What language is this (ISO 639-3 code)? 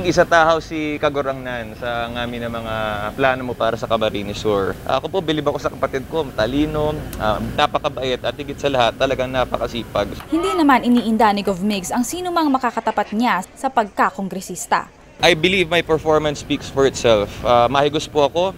fil